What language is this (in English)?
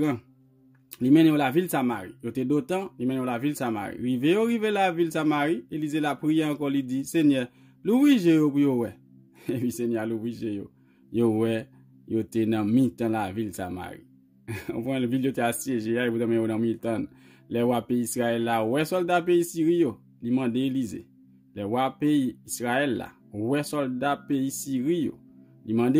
Haitian Creole